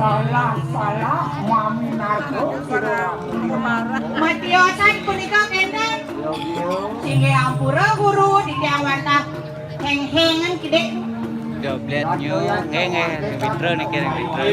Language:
Balinese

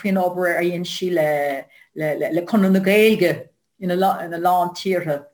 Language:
Irish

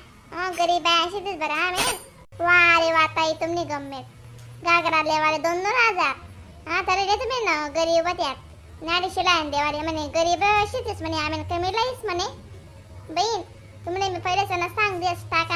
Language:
Khandesi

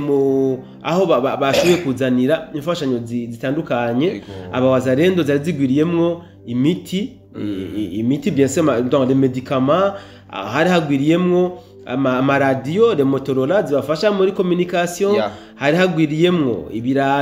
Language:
Rundi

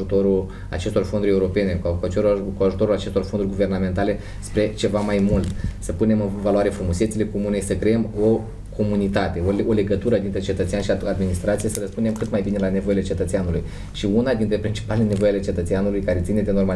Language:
Romanian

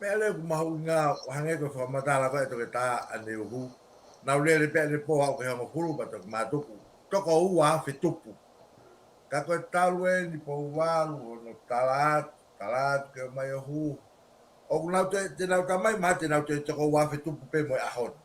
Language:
Tongan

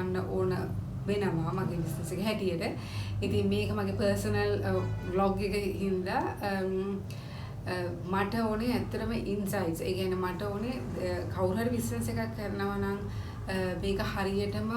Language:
Sinhala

